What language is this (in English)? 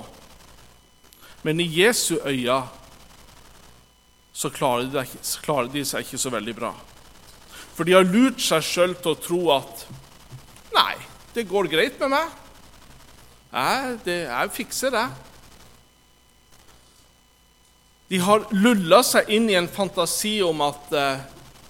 Norwegian